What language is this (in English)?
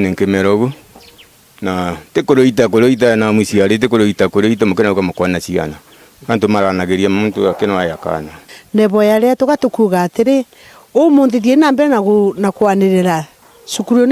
Meru